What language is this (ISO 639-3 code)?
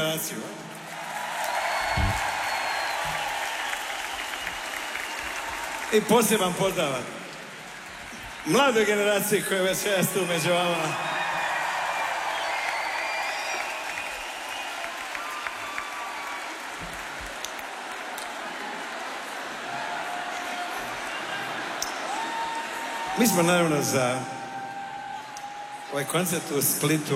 hrv